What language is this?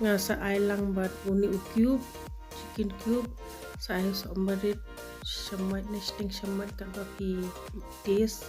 Khasi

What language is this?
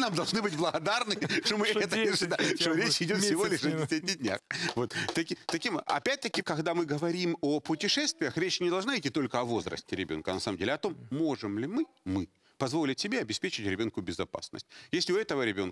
Russian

